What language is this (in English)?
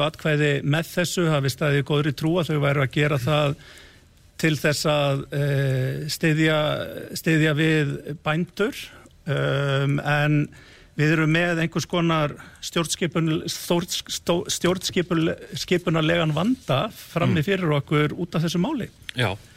Icelandic